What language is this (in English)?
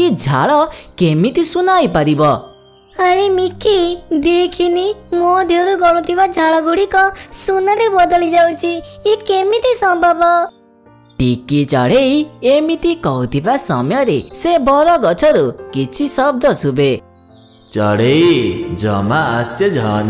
Odia